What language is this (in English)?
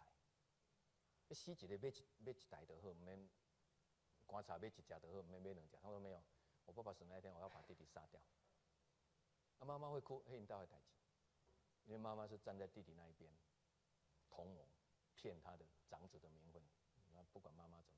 Chinese